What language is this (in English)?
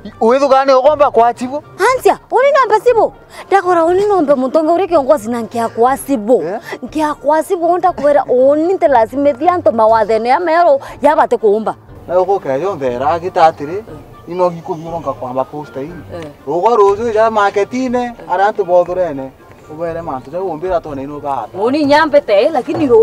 Meru